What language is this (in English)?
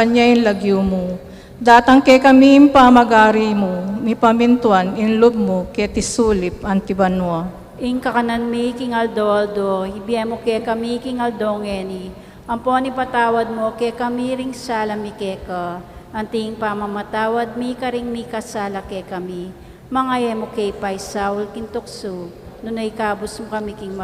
Pampanga